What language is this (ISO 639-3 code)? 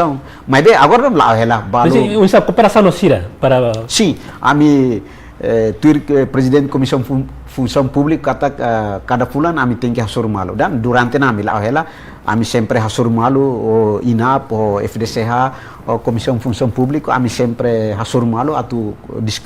tet